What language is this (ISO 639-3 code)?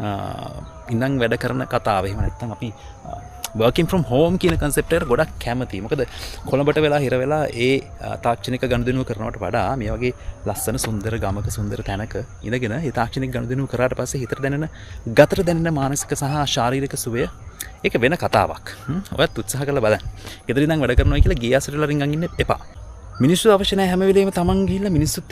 sin